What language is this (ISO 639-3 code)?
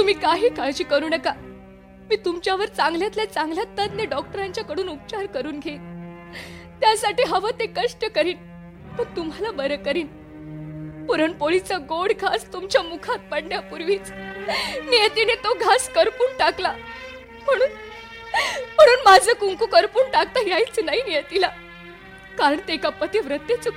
mar